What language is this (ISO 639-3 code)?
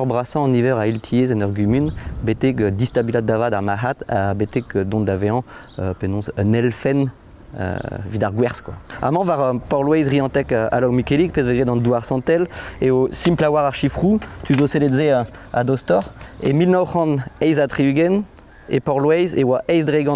bre